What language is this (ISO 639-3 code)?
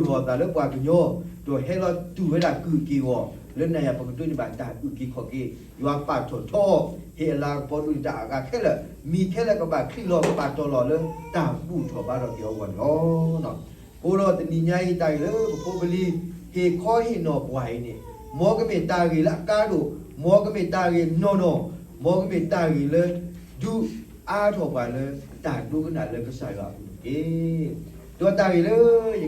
ksw